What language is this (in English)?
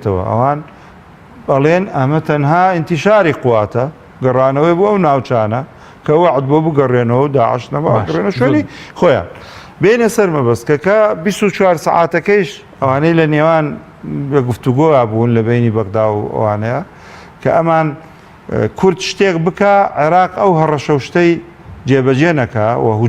Central Kurdish